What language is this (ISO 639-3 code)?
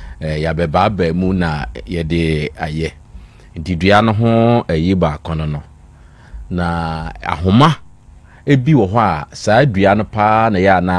aka